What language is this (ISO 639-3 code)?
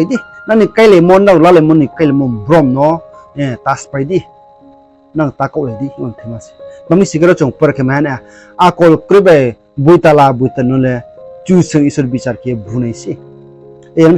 ria